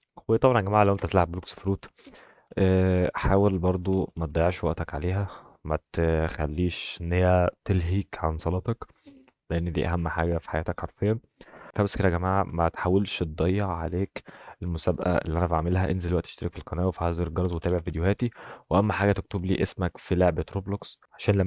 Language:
Egyptian Arabic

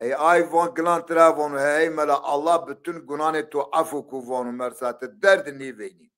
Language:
Zaza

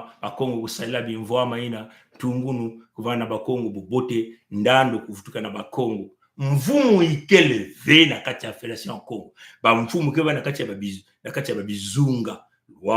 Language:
Kituba (Congo)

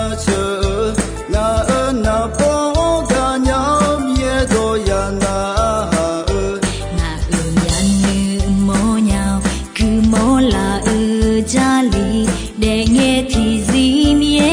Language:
Akha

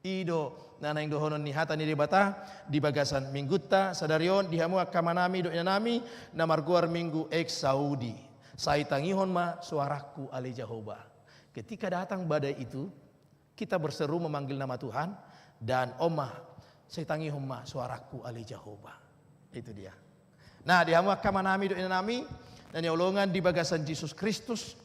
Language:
Batak Toba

